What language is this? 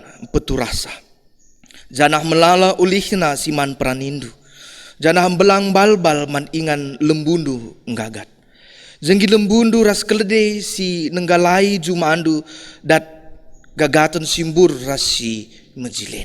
Batak Karo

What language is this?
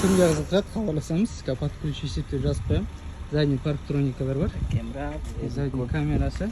Kazakh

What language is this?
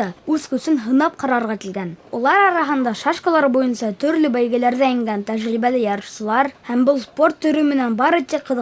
Bashkir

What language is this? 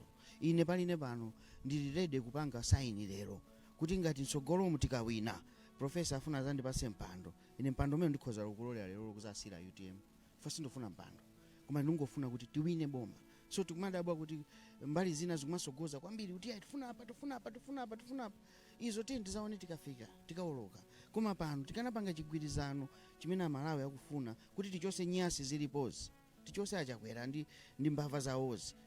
Nyanja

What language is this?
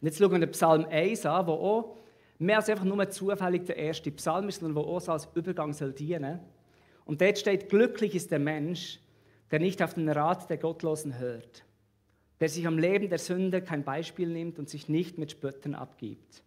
Swiss German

